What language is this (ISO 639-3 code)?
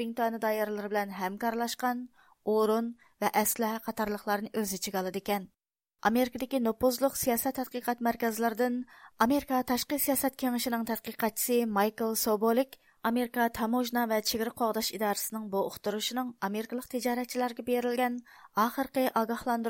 uig